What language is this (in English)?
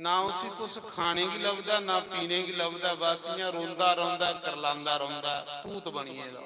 Dogri